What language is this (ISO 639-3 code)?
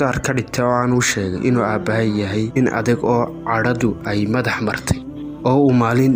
som